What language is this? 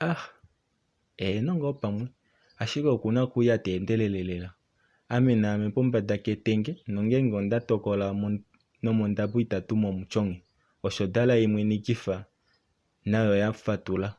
Kuanyama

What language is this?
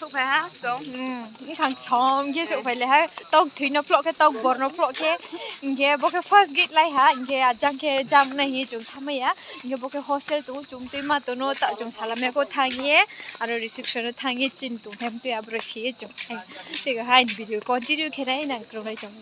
Riang (India)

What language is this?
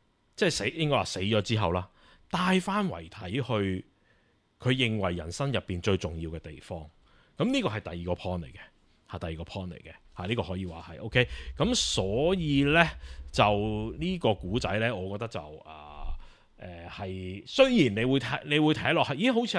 Cantonese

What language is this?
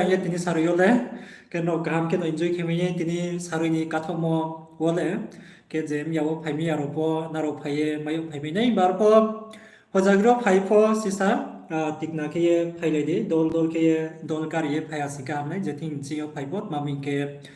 Riang (India)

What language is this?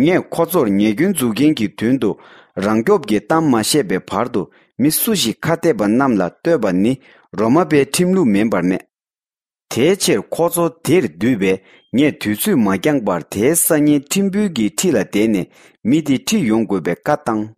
Tibetan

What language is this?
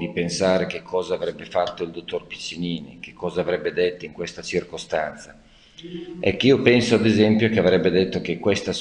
Italian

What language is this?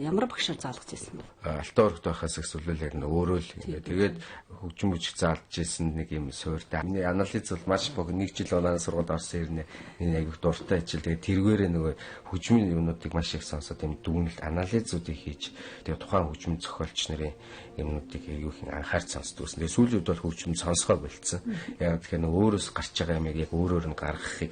Mongolian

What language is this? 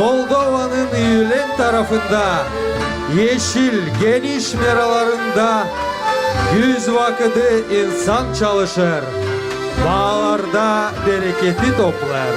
Gagauz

